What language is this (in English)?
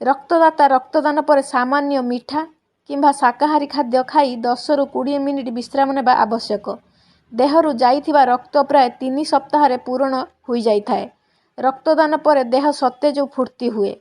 Odia